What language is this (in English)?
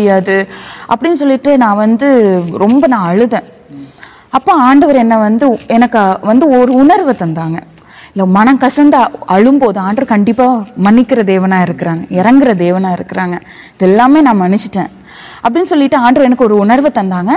Tamil